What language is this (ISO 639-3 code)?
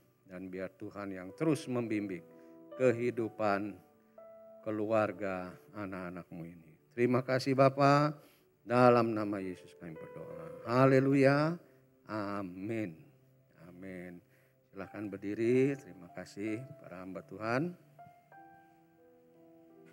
ind